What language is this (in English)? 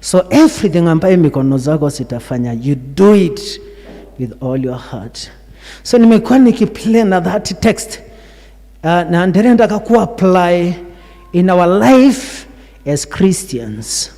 Kikuyu